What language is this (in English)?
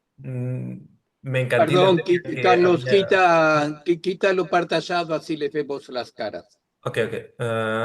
Ladino